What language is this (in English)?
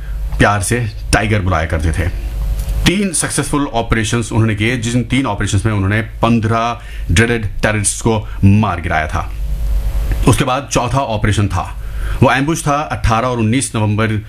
Hindi